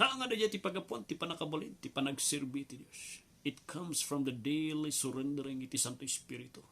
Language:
Iloko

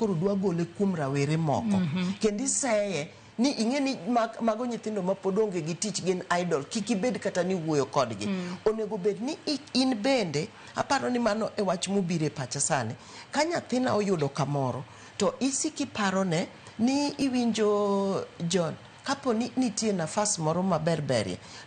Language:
Luo (Kenya and Tanzania)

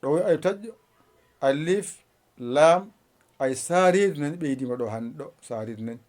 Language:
Fula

